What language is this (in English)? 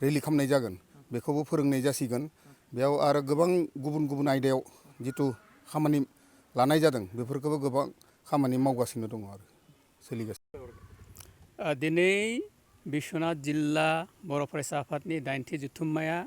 Bodo